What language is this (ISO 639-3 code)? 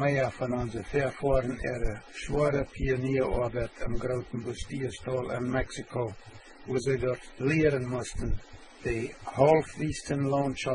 pdt